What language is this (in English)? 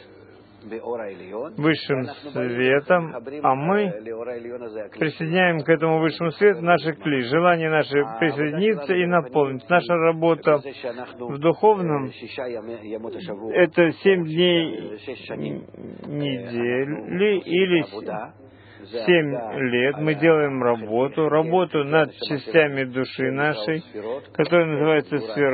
Russian